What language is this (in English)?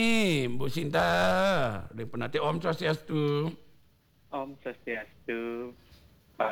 Balinese